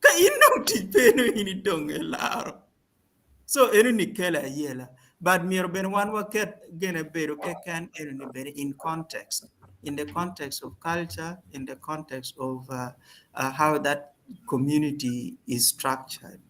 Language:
Acoli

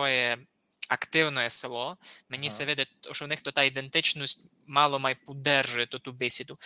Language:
Rusyn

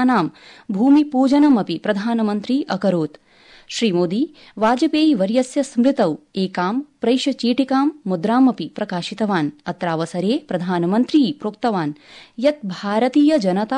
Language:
Sanskrit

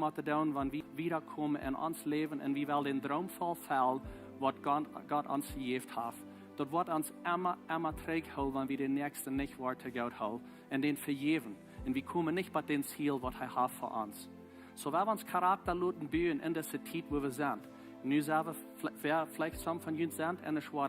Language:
Plautdietsch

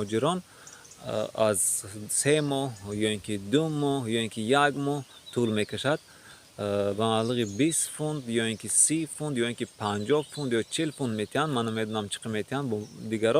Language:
Tajik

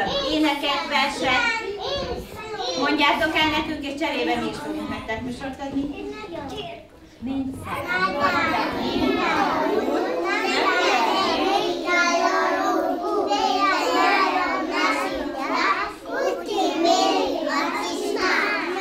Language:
Hungarian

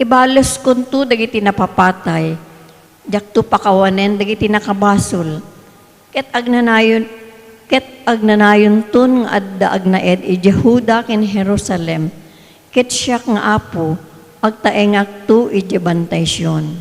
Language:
Iloko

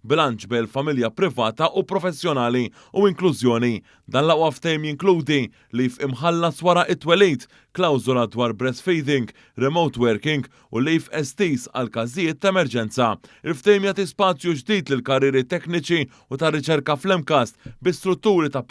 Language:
Maltese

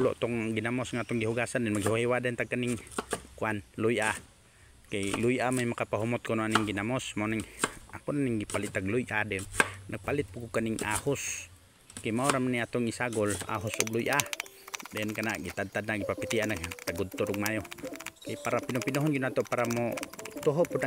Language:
Cebuano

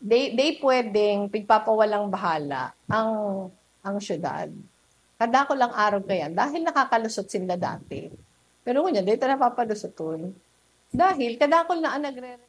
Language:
Bikol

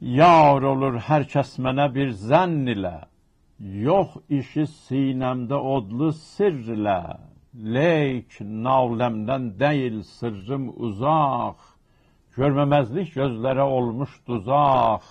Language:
South Azerbaijani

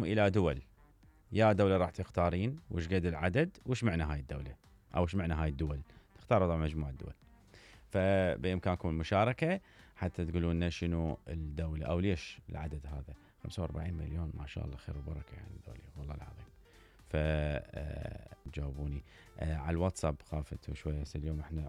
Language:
Mesopotamian Arabic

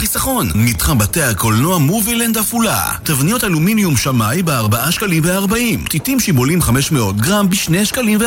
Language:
Hebrew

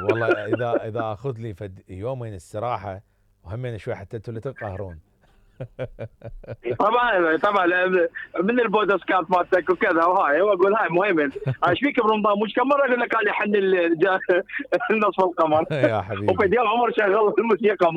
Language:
Mesopotamian Arabic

